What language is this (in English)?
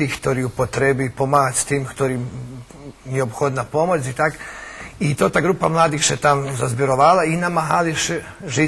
Rusyn